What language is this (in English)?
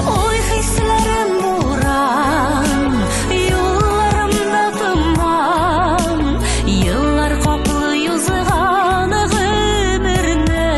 Tatar